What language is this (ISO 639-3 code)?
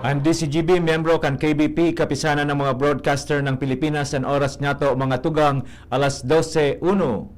bik